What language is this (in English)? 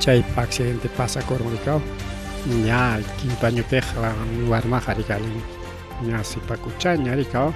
Ayacucho Quechua